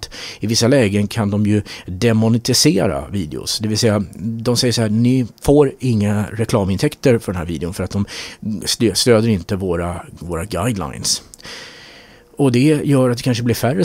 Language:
Swedish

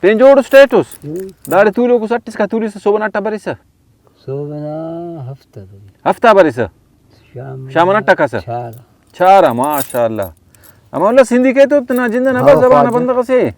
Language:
Brahui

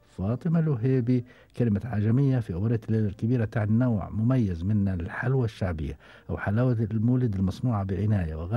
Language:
Gulf Arabic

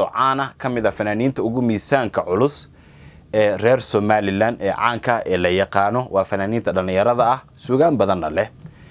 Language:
Somali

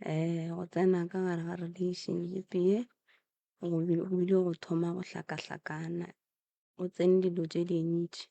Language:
Northern Sotho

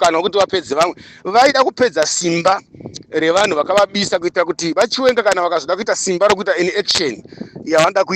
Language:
Shona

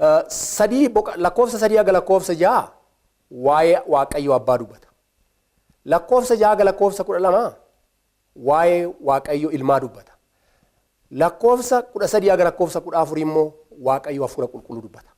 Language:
Oromo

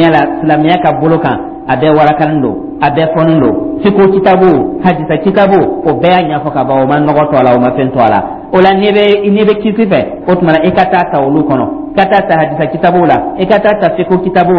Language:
Dyula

